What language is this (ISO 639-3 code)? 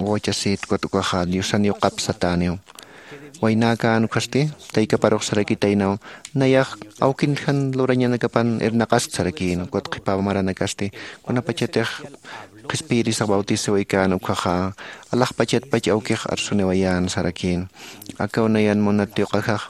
aym